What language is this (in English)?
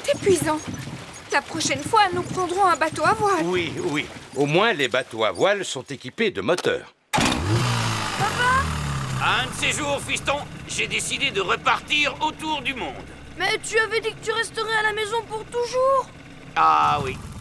French